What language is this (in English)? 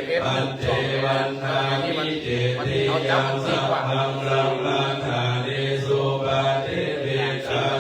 Pali